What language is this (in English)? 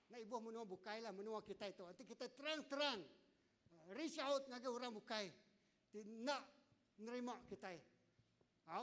Iban